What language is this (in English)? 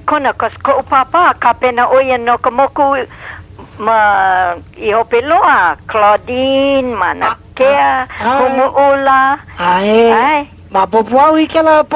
Hawaiian